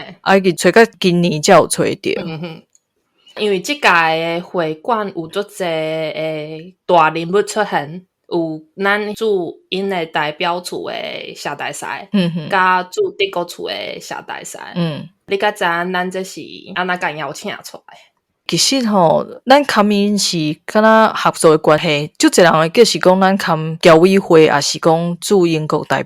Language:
Min Nan Chinese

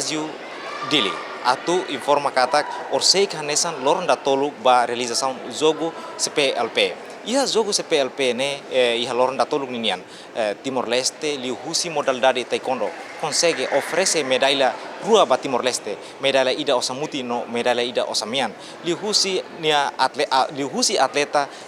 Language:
Tetum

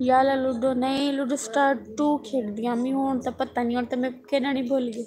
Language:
Saraiki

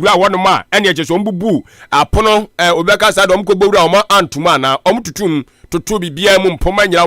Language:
Akan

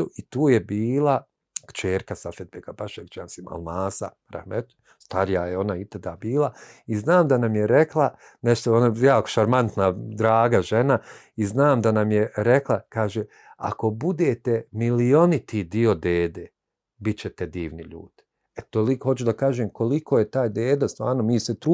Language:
Bosnian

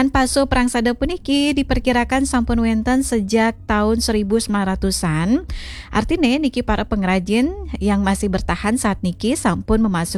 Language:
Balinese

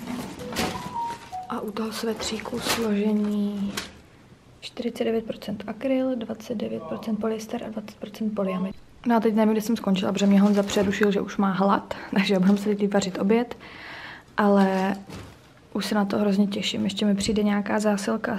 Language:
Czech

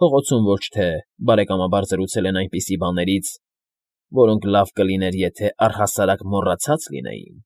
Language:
Armenian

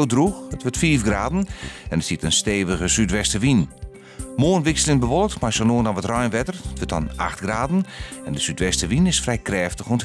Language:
Western Frisian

